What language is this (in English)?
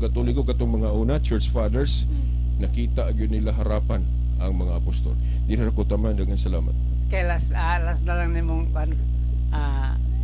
Cebuano